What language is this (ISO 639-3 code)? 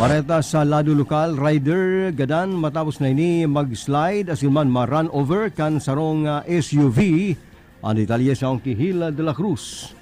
bik